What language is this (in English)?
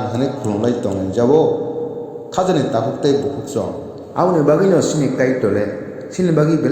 Kok Borok